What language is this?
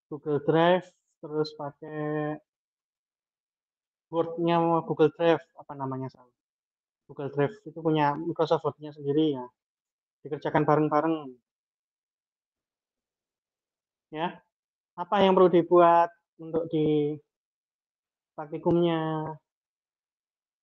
Indonesian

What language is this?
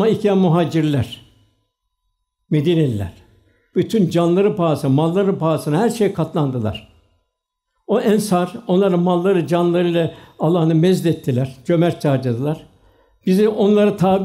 Turkish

